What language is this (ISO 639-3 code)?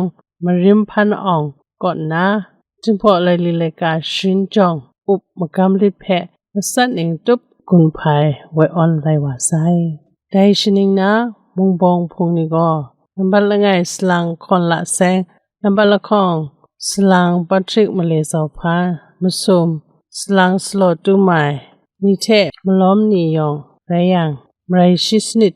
kac